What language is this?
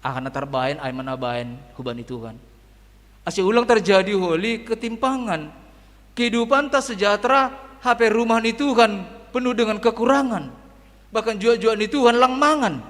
Batak Simalungun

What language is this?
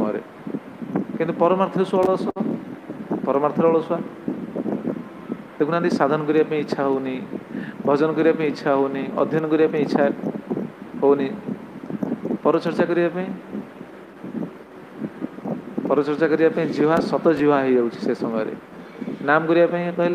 Odia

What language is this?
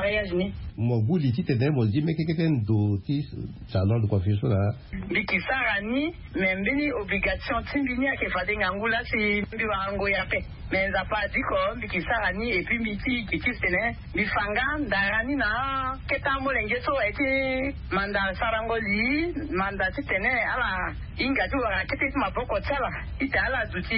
Sango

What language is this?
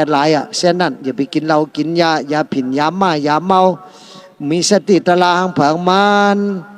Shan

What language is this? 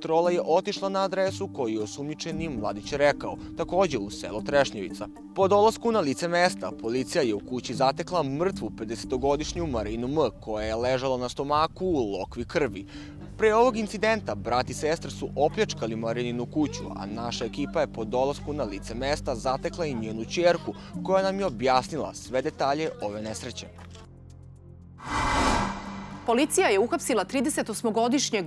Serbian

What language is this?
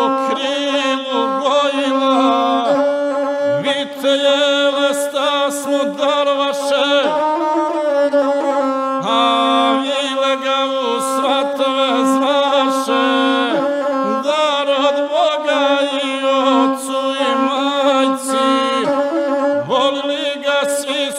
Croatian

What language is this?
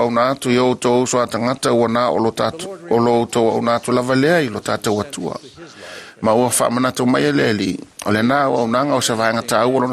Samoan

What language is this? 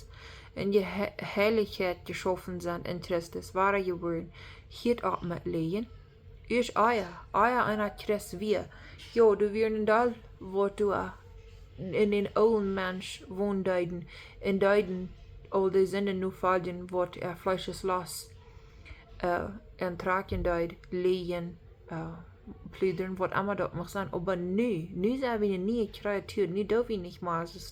Plautdietsch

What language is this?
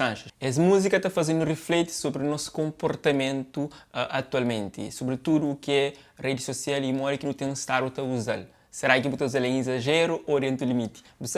Kabuverdianu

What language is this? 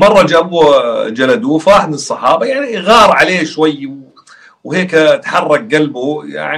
North Levantine Arabic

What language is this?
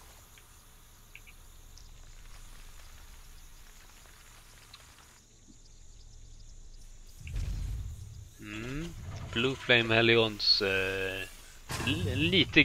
Swedish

